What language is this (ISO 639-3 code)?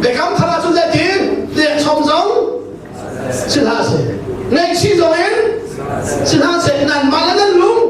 cnh